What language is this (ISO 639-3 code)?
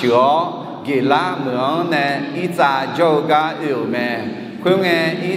ahk